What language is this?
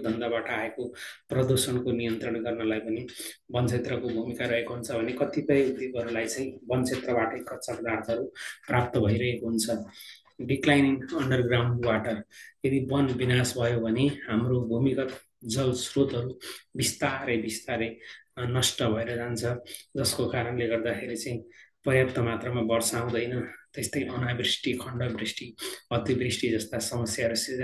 Nepali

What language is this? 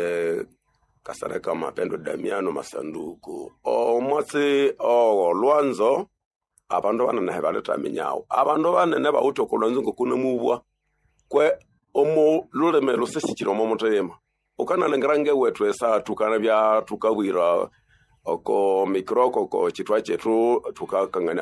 Nande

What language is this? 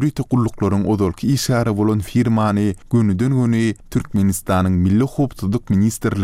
Turkmen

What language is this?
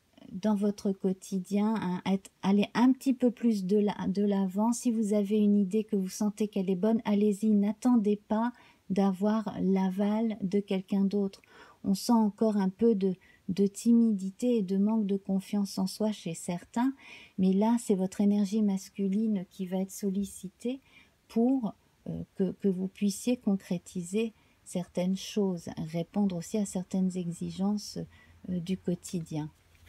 French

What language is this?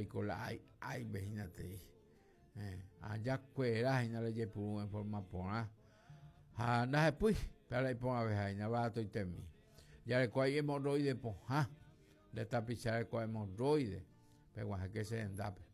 Guarani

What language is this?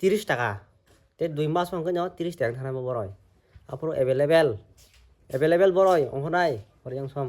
Kok Borok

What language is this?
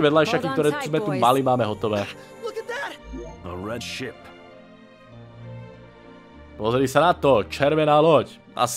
Slovak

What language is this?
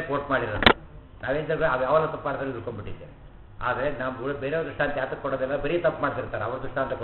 Kannada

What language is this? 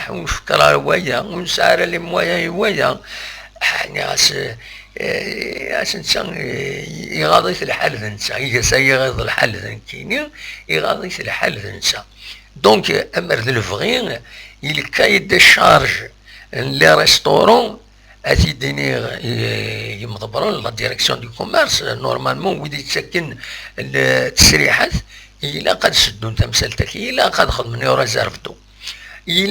Kabyle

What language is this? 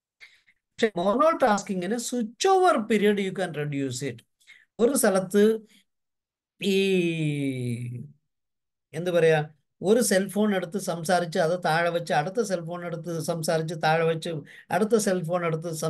Malayalam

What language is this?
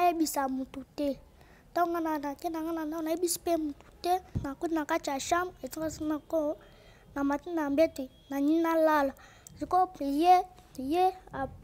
Lingala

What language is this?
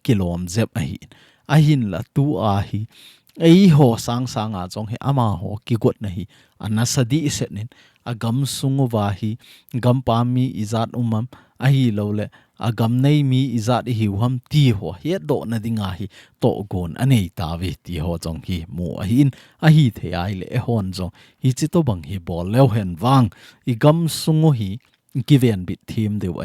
Thado Chin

